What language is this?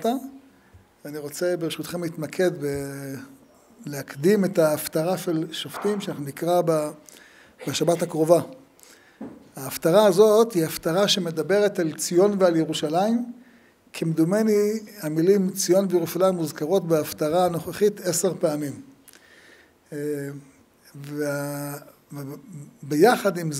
Hebrew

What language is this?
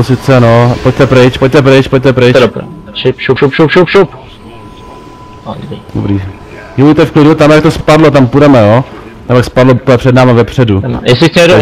Czech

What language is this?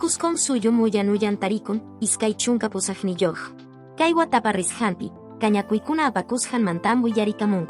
Quechua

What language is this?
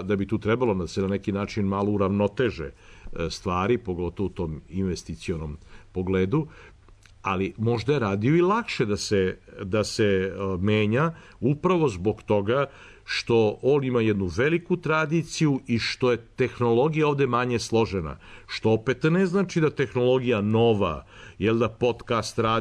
Serbian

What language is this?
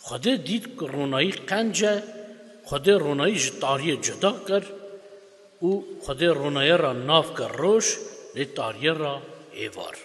Kurdish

